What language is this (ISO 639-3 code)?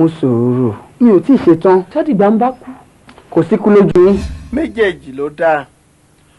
yor